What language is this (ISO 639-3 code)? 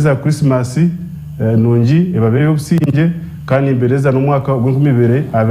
nyn